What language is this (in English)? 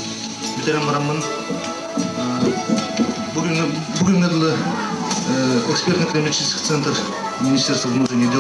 Yakut